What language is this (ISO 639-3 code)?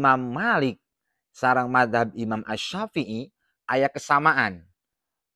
sun